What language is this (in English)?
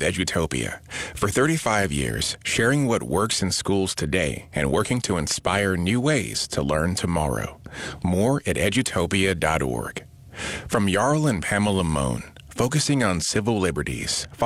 English